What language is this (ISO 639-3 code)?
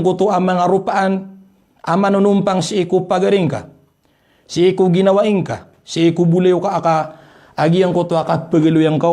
mrw